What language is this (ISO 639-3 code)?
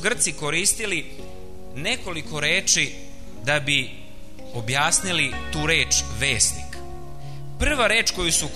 srp